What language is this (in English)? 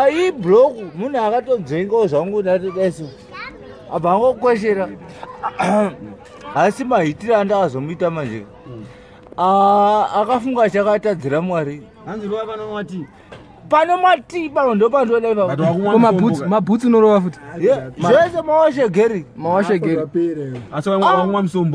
Shona